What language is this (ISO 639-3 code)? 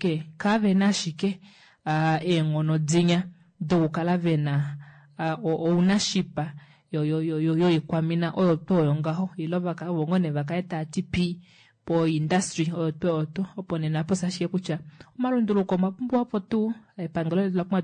kua